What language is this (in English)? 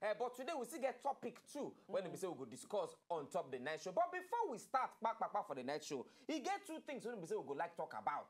Nigerian Pidgin